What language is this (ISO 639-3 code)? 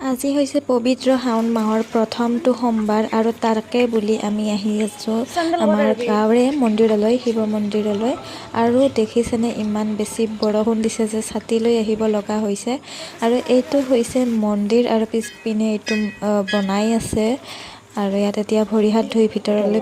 asm